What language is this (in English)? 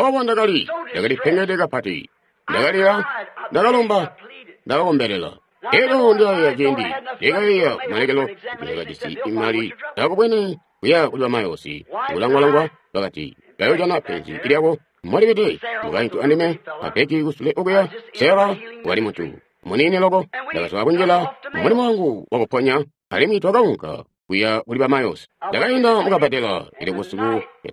Tonga (Zambia)